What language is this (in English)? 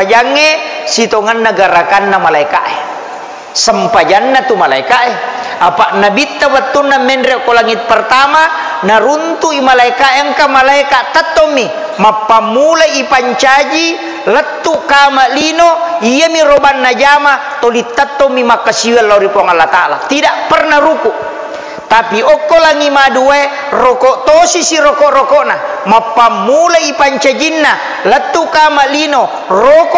Buginese